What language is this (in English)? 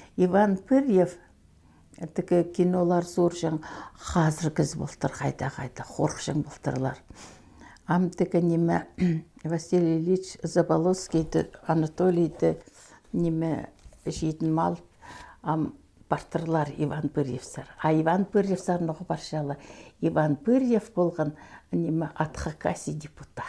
Khakas